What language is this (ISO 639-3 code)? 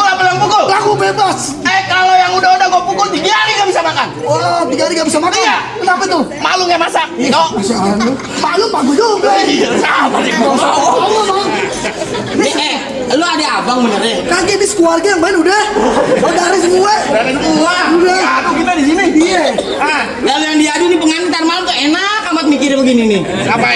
bew